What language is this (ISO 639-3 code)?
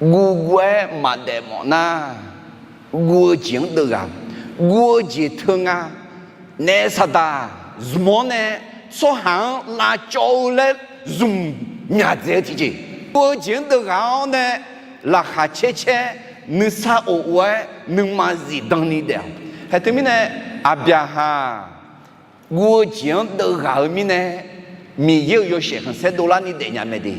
ahk